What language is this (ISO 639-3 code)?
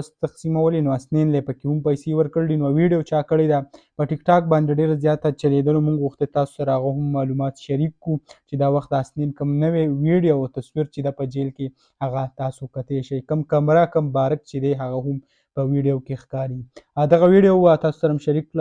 pus